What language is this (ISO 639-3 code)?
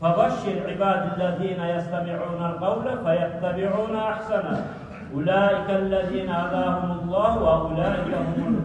kum